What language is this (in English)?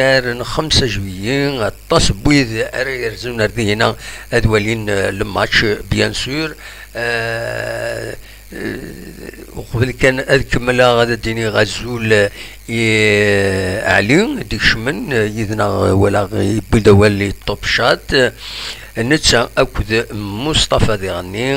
Kabyle